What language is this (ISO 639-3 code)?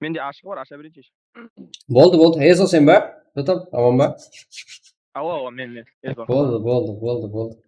kaa